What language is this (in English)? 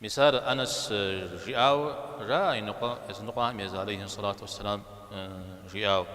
Kabardian